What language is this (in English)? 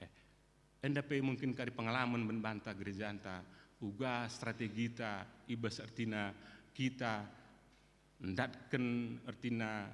Batak Karo